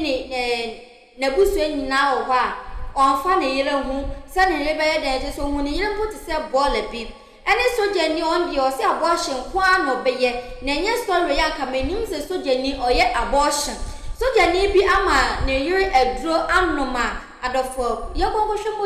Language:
Akan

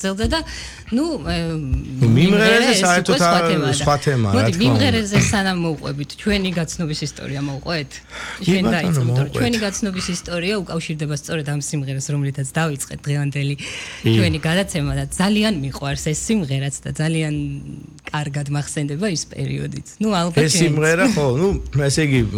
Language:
Georgian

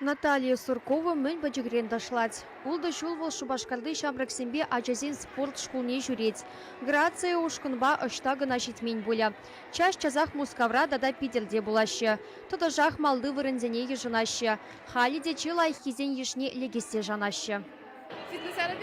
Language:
Chuvash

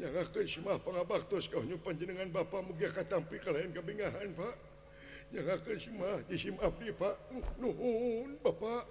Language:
Sundanese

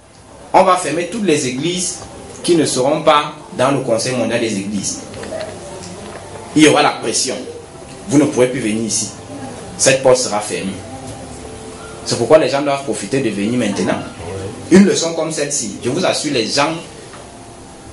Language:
French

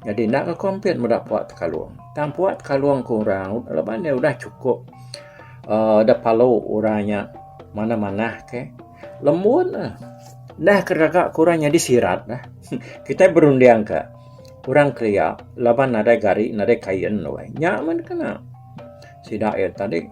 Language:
Iban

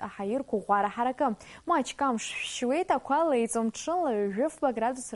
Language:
Abkhazian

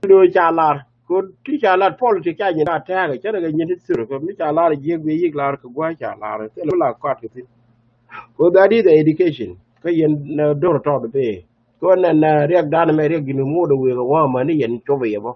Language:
Nuer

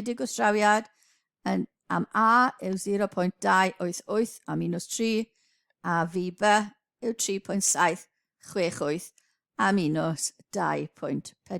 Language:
Welsh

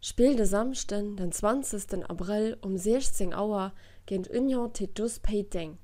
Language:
Luxembourgish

